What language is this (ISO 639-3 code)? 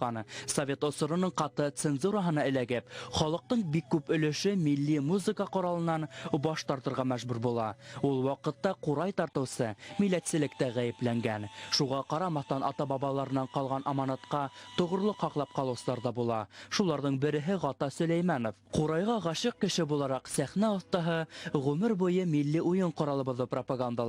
bak